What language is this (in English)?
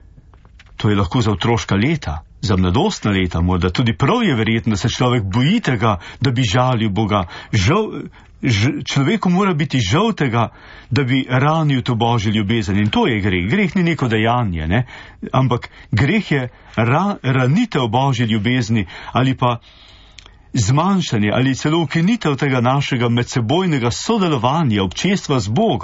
Slovenian